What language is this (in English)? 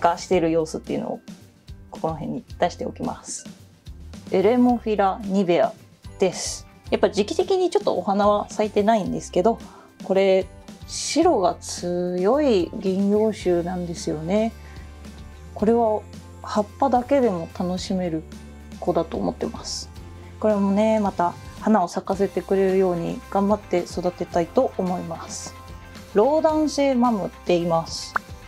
Japanese